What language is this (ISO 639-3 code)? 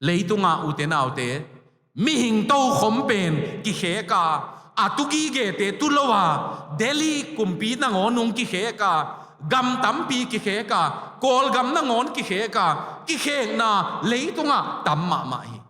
ctd